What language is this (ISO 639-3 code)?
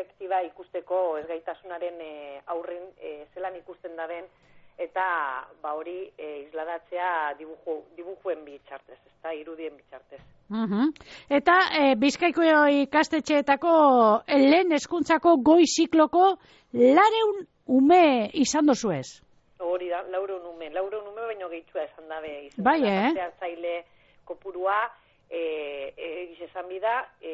eus